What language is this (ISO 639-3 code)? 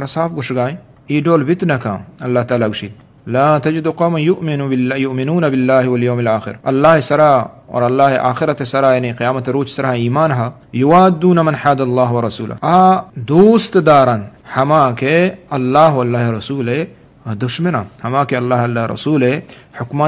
bgp